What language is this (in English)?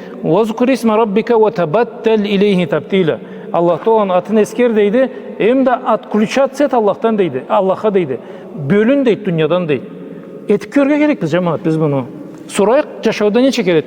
Karachay-Balkar